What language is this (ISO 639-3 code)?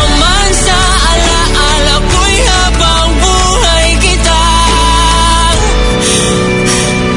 fil